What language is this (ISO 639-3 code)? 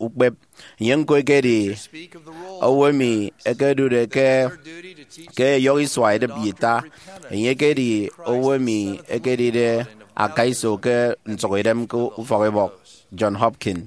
efi